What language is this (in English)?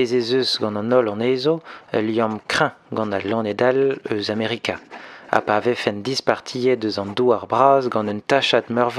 Breton